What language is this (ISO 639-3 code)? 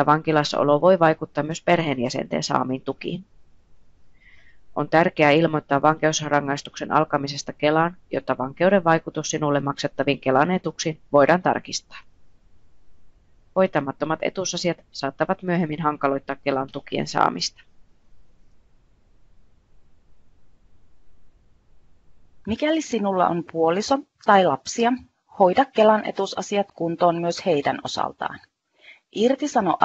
fin